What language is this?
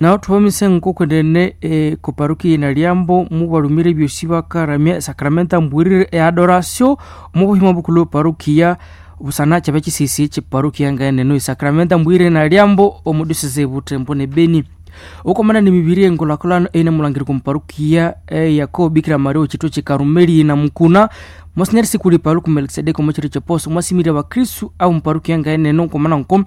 Nande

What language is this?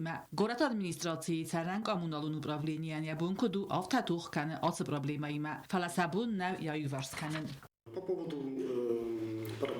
Ossetic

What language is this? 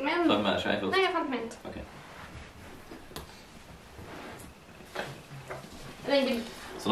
Norwegian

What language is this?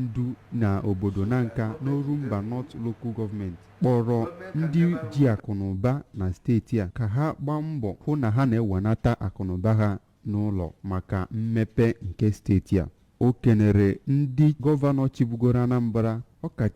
Igbo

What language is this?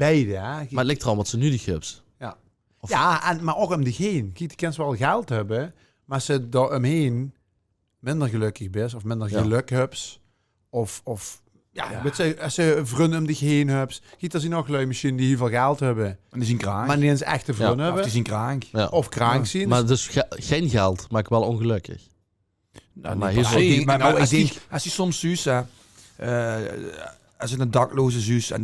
Limburgish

